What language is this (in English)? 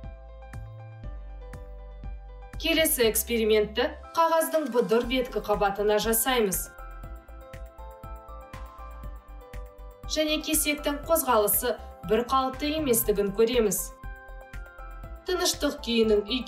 Kazakh